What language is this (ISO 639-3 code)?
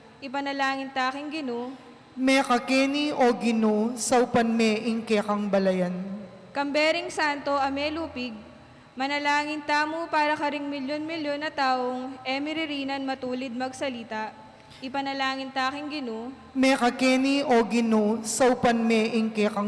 pam